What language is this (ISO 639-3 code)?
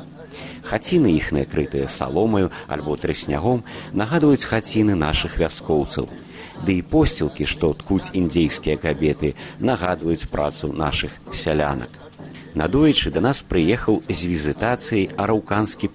bel